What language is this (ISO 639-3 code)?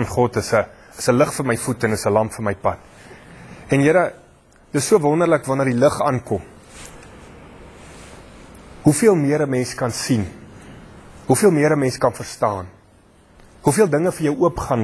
afr